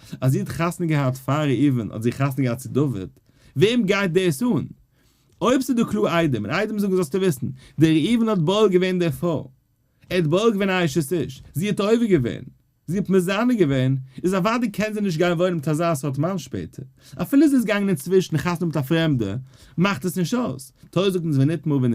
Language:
Yiddish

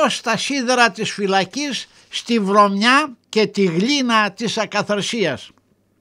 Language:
Greek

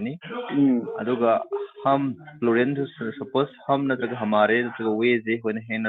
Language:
Manipuri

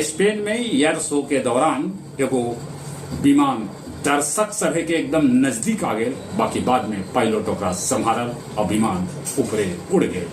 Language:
Magahi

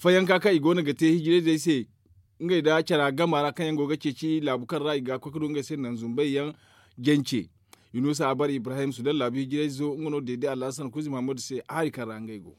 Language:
Zarma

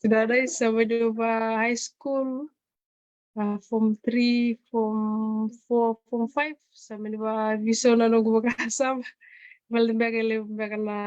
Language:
Fijian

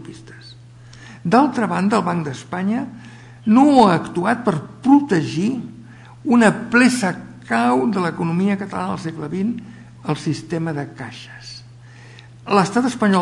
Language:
Catalan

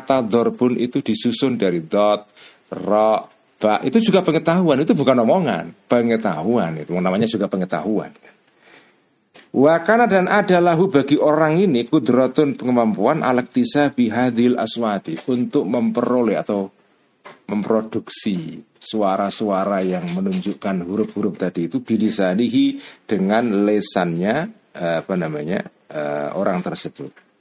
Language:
Indonesian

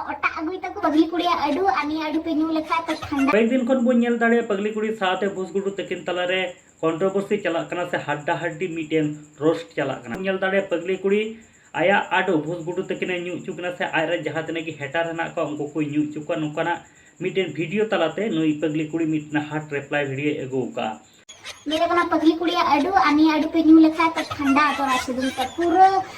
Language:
Santali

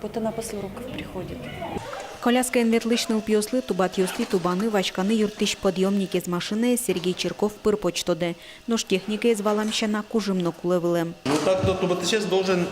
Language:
Udmurt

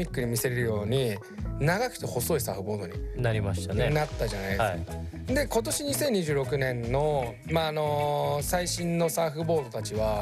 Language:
Japanese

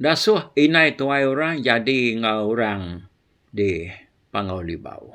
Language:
Iban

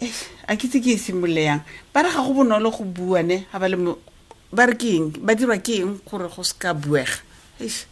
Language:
Tswana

